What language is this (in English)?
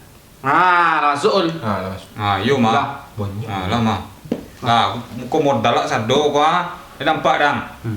Minangkabau